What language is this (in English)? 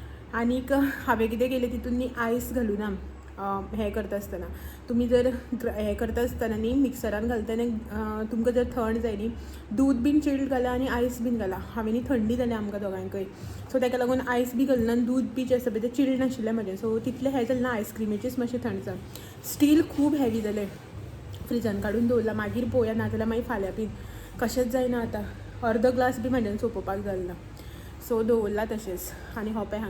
Konkani